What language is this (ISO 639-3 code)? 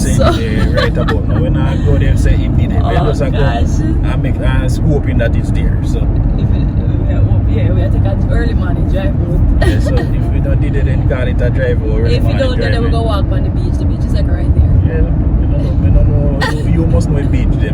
jam